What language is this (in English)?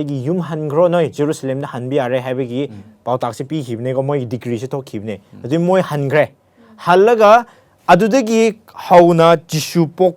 Manipuri